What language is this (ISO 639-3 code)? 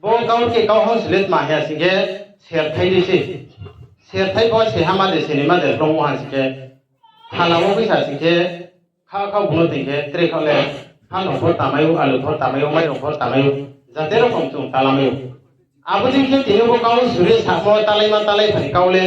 ria